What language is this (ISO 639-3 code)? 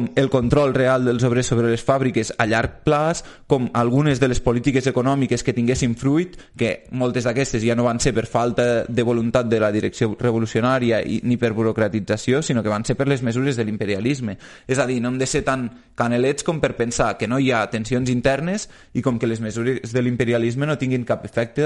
cat